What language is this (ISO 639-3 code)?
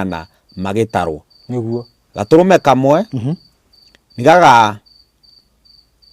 kik